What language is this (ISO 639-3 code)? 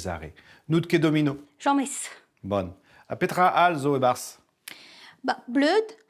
bre